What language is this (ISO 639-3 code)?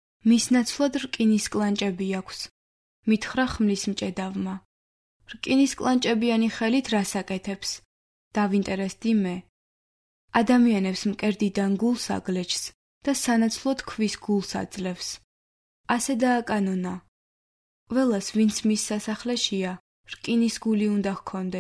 kat